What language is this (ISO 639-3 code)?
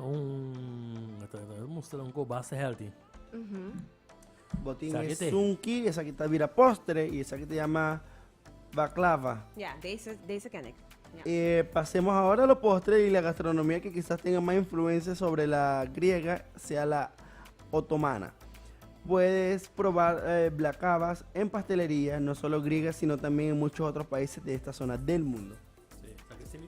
pap